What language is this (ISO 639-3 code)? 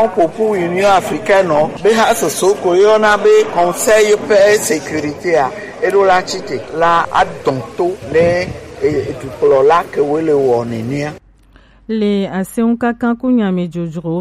gej